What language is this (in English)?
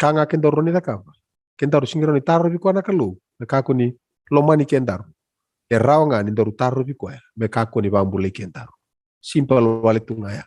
Fijian